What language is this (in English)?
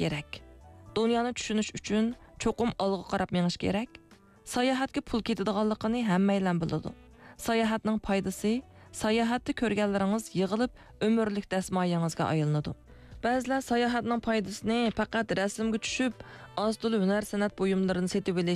Uyghur